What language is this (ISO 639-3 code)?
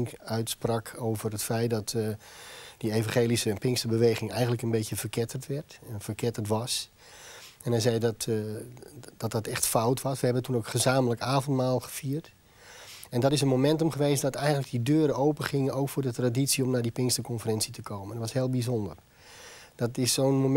nld